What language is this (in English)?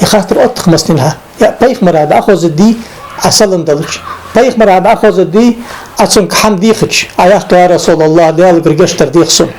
Ingush